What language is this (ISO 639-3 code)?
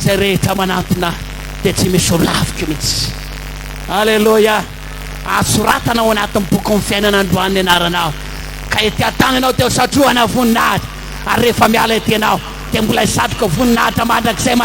mlg